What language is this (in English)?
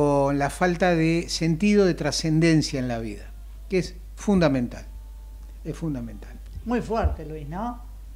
Spanish